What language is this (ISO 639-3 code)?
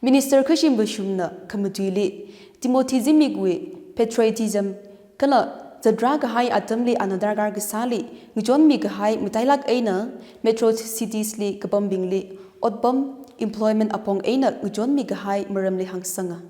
nmf